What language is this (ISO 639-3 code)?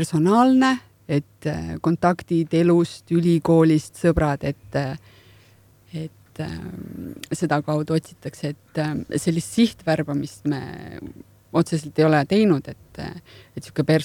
est